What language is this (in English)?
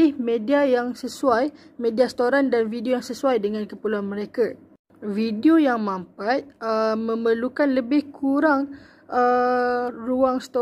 Malay